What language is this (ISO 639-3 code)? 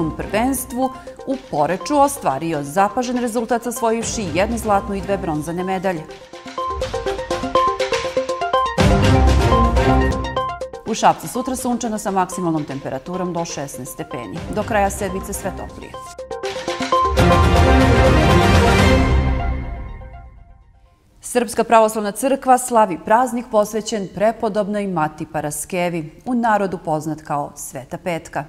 srp